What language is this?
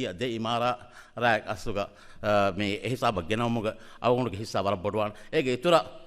Divehi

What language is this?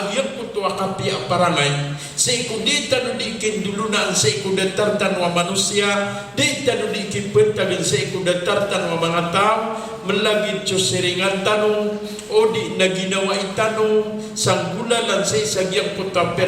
Maranao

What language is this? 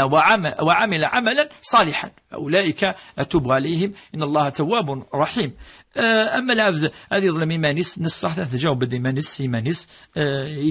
Kabyle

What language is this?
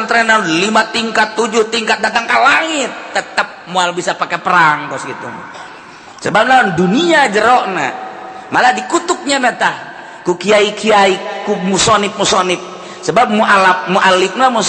Sundanese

